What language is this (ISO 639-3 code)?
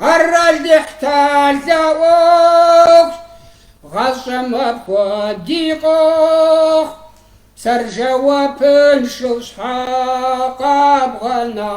kbd